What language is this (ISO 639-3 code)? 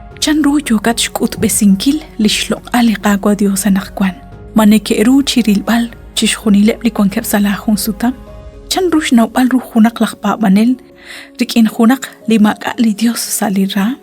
kek